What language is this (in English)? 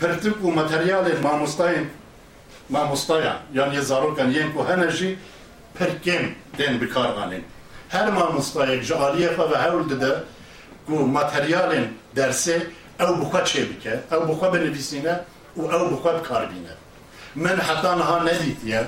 Kurdish